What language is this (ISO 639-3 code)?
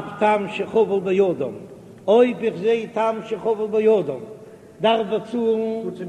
yid